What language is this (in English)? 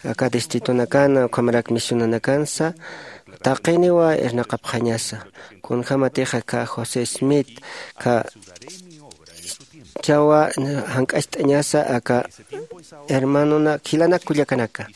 Aymara